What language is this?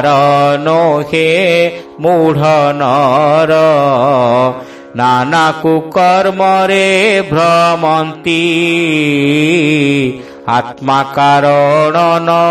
Odia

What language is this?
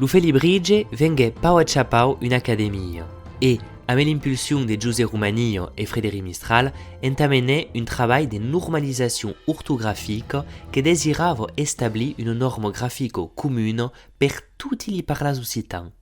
Occitan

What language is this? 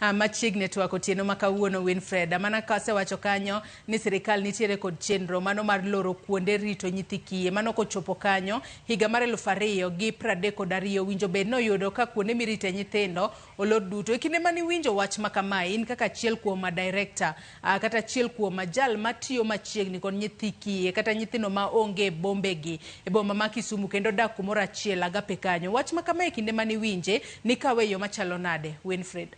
Luo (Kenya and Tanzania)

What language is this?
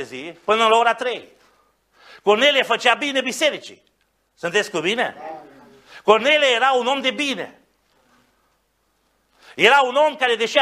Romanian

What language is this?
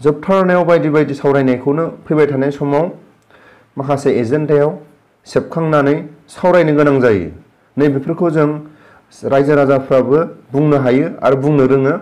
Bodo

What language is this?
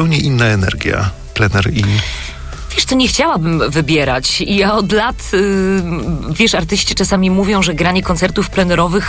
Polish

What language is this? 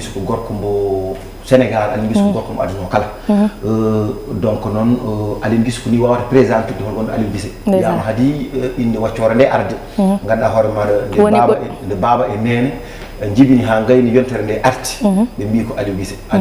Fula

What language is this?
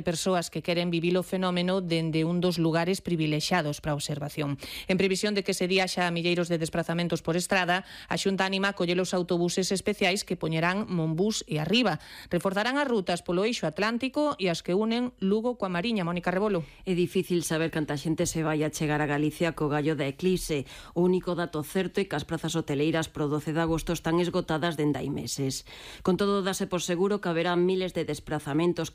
Galician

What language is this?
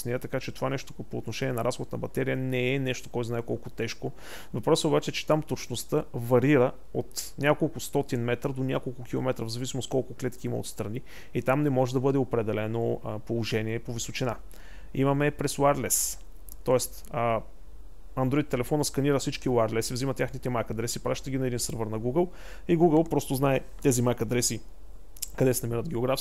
Bulgarian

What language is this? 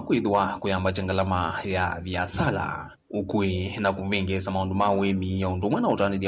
Kamba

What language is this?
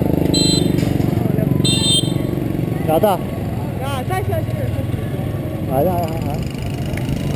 Romanian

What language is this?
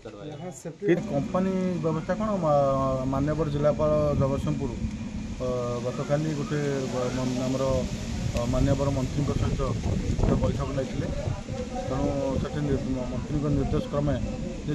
Odia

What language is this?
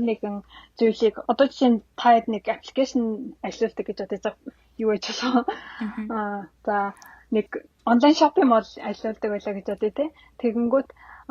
Mongolian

